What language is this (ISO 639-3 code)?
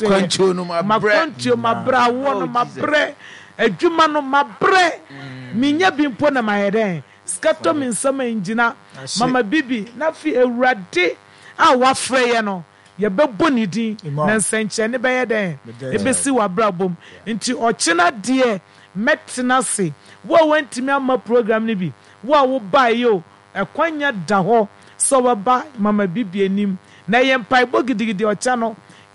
aka